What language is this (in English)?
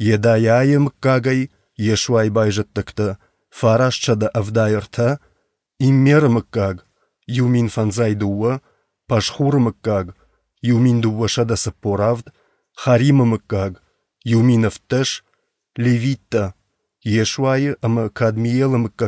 Ossetic